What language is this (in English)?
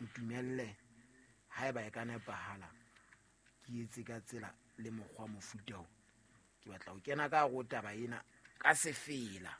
Southern Sotho